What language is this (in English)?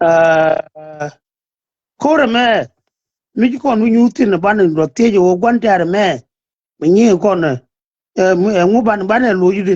Nuer